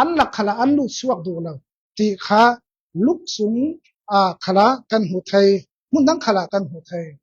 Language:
Falam Chin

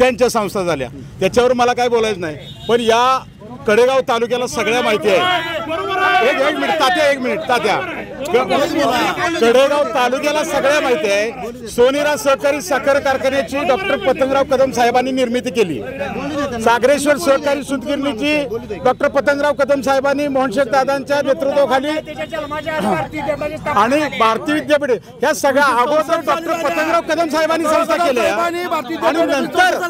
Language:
Marathi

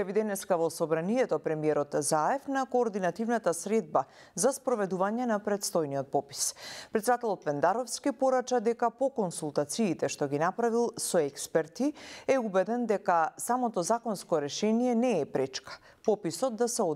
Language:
Macedonian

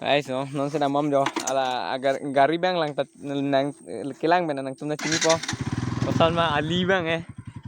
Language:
Karbi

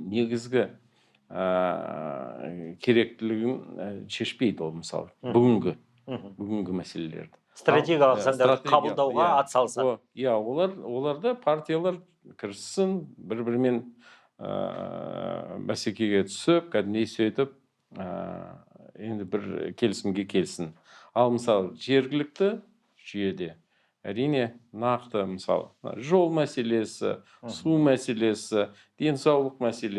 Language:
Kazakh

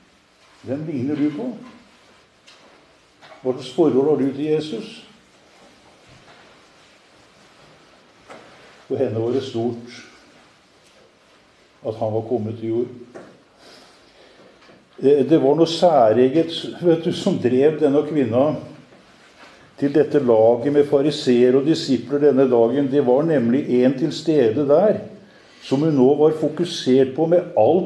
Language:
Norwegian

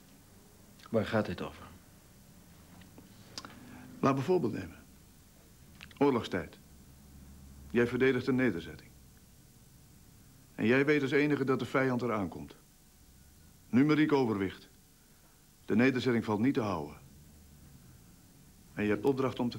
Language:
Dutch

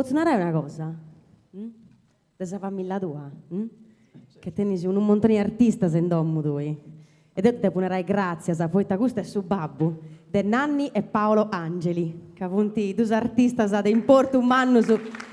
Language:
Sardinian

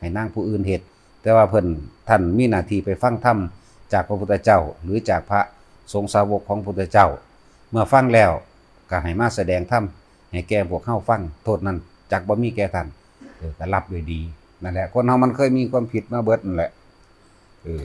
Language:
Lao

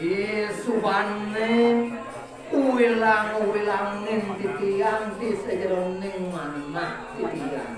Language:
Balinese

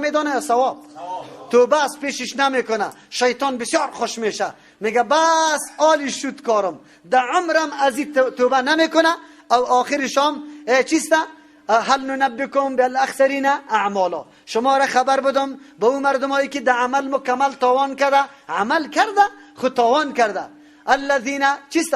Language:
Persian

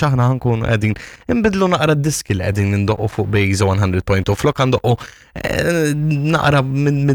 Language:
Maltese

